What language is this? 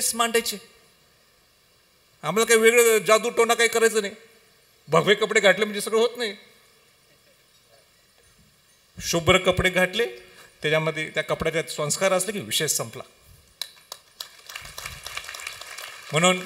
Marathi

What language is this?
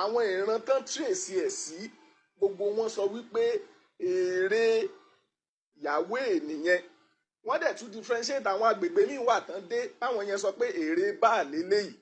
Yoruba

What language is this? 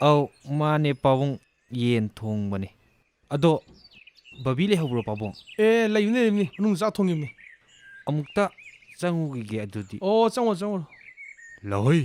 Manipuri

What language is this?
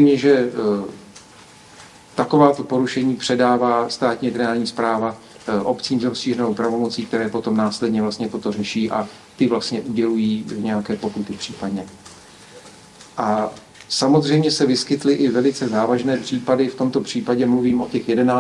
Czech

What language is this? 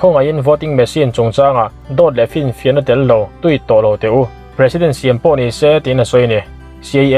Mizo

